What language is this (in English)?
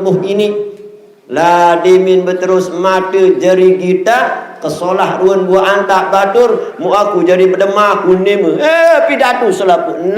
Sasak